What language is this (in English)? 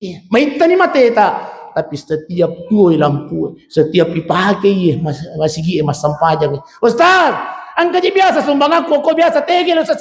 Buginese